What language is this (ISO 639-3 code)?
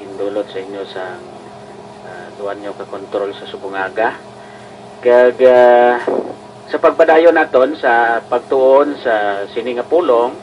hil